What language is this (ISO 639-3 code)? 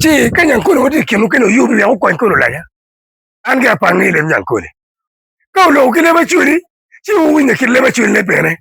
ach